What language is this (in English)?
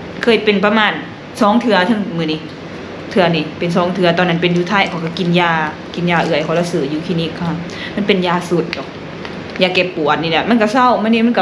Lao